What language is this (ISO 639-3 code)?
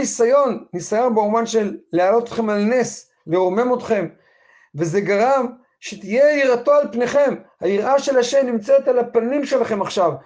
heb